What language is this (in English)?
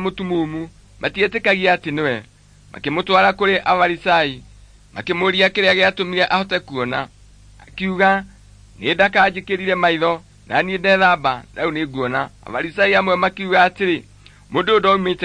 Kikuyu